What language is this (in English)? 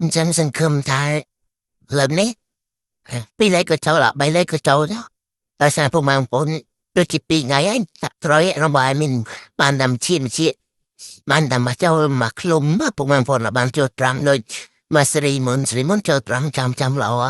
Khmer